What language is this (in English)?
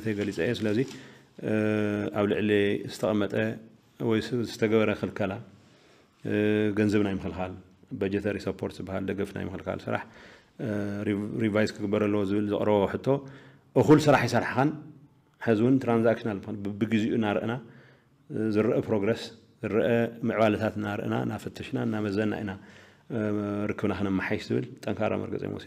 Tigrinya